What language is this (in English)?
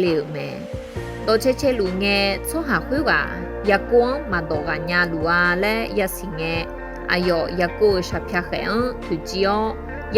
Akha